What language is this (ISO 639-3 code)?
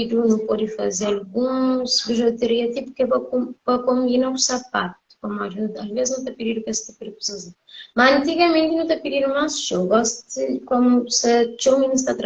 kea